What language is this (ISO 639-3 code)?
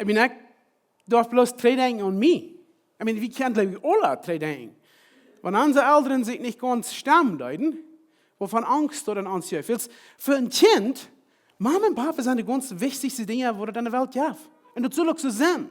pdt